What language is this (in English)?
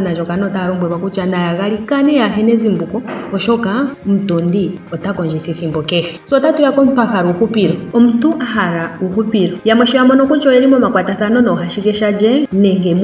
Ndonga